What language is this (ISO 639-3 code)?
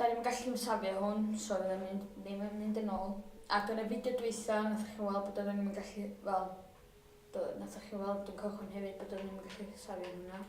cym